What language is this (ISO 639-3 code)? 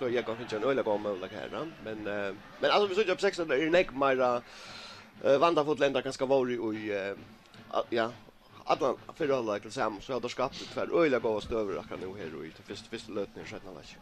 fao